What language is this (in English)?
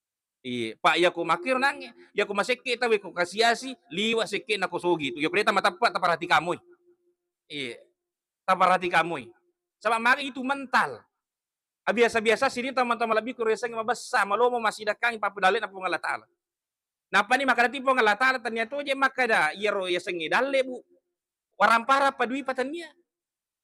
Buginese